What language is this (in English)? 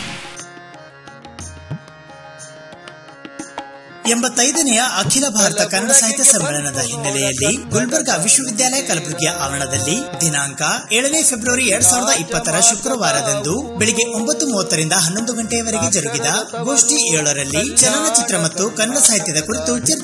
Kannada